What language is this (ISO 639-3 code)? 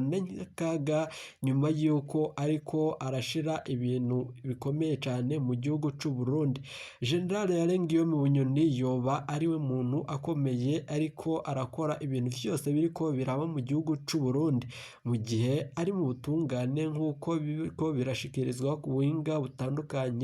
run